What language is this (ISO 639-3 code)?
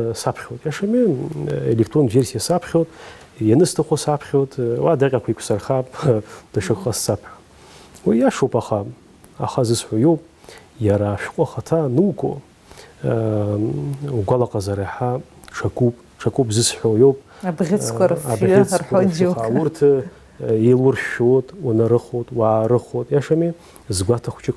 abk